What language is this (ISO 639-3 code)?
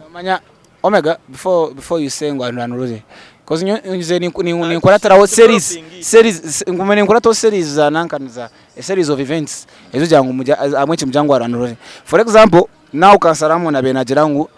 nyn